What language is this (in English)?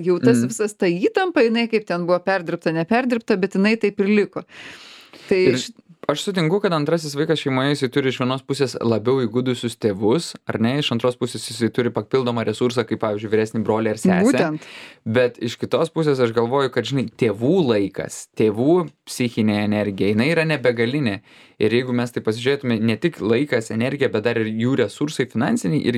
Lithuanian